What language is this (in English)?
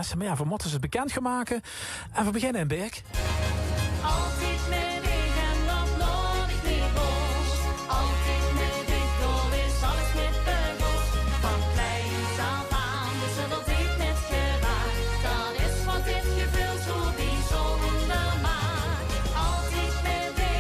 Limburgish